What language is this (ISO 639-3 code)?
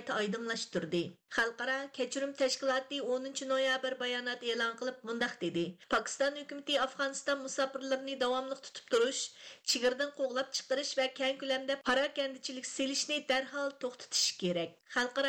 uig